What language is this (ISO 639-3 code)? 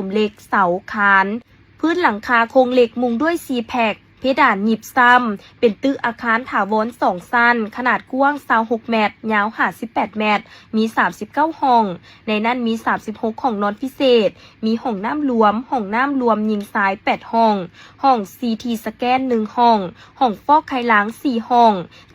lao